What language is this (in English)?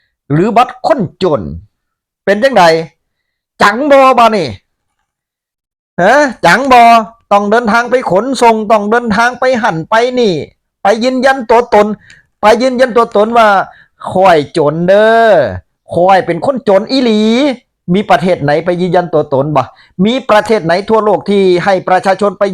Northeastern Thai